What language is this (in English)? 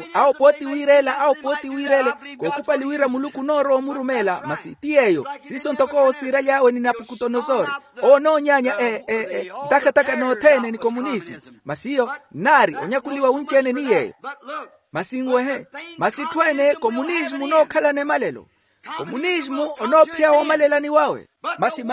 Makhuwa